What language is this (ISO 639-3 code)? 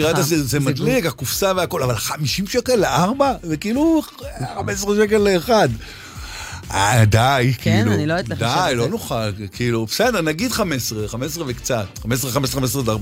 heb